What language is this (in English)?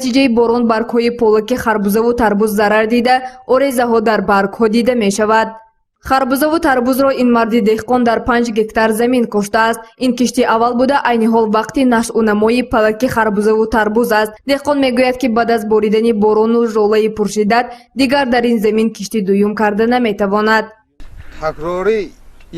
Tajik